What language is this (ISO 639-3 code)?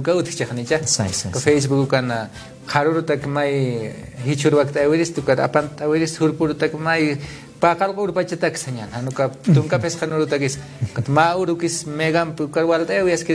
aym